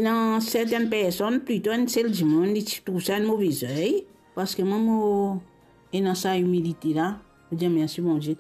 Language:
Morisyen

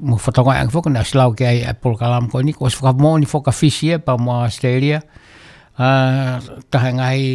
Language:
Tongan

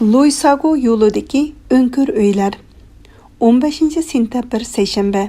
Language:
Uyghur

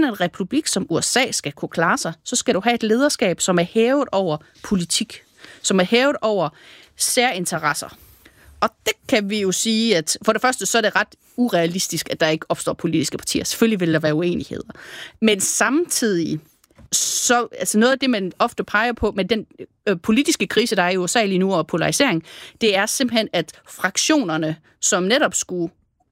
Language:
Danish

